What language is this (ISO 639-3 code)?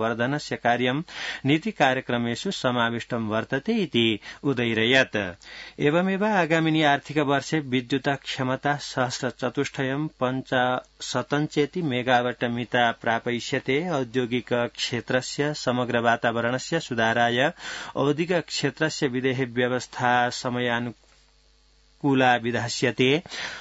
san